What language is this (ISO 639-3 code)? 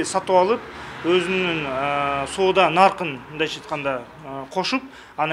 kir